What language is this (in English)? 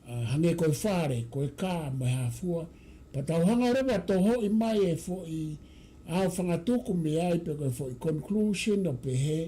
Tongan